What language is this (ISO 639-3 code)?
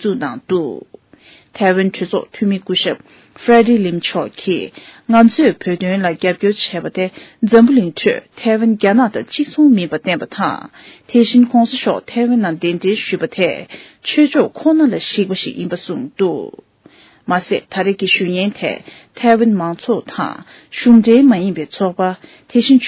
bod